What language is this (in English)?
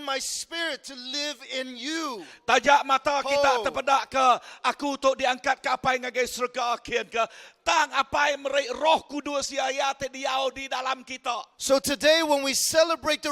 Iban